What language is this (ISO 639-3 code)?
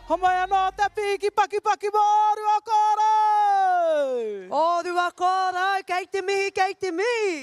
mri